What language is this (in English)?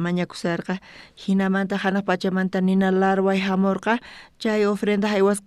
South Bolivian Quechua